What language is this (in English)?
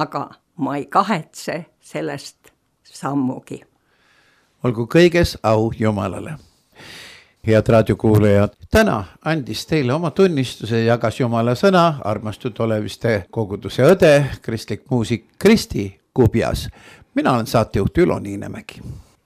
Estonian